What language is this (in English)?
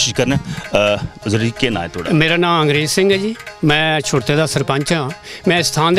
Dogri